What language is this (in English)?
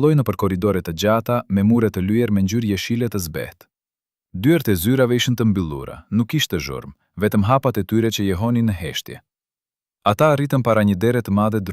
Albanian